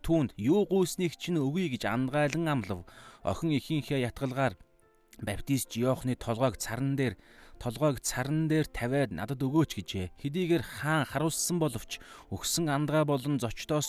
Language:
Mongolian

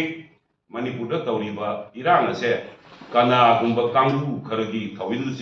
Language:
Manipuri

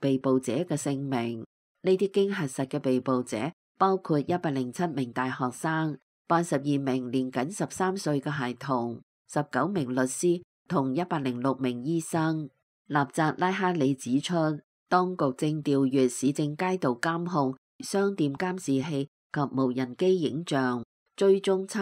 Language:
Cantonese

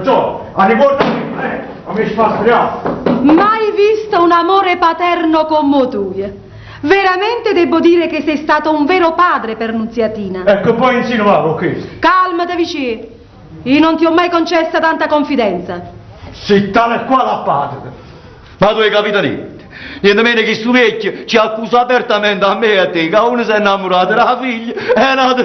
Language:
Neapolitan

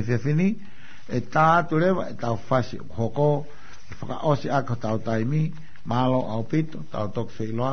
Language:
Tongan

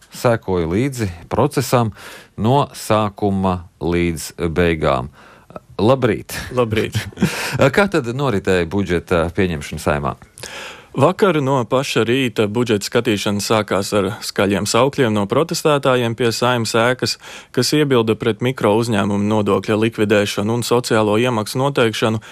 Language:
Latvian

